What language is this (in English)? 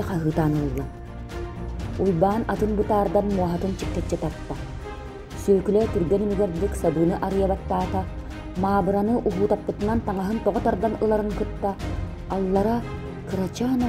Yakut